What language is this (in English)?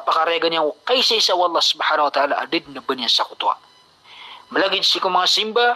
Maranao